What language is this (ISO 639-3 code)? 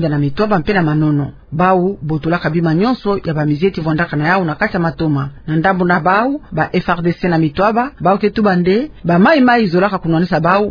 ktu